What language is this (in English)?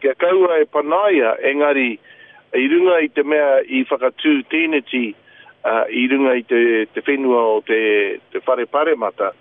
Māori